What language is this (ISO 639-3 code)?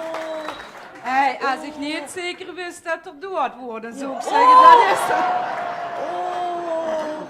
lim